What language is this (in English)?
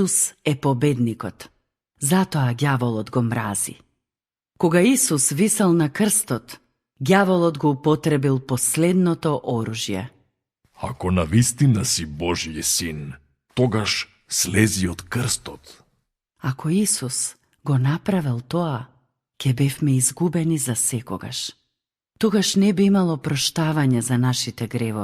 Macedonian